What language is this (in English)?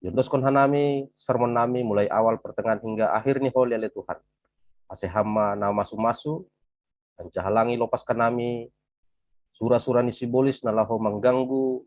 Batak Simalungun